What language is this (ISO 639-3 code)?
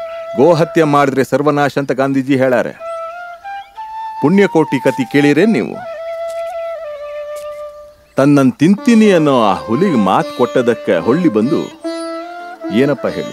kan